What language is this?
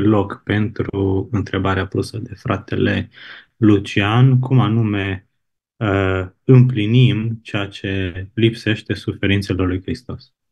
Romanian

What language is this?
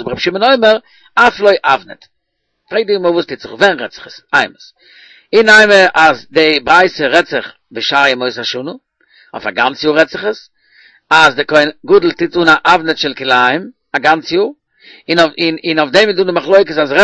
Yiddish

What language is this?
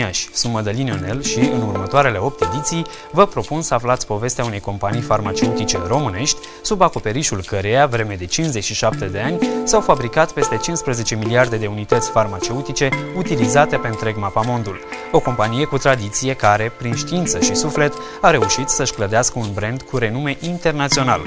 Romanian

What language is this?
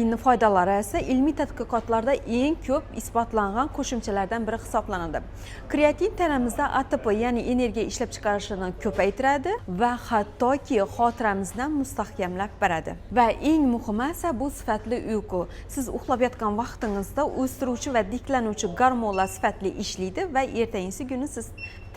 Uzbek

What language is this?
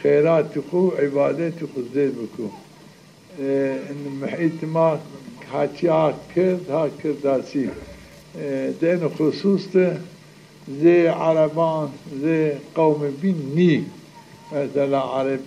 Zaza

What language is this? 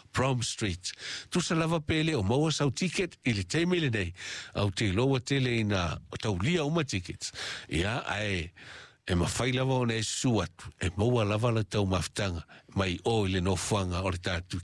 Samoan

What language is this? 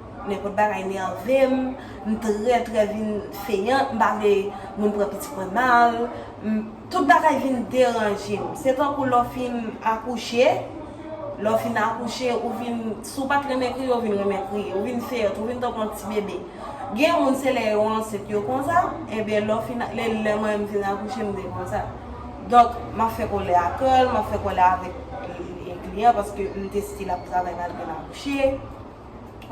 Haitian Creole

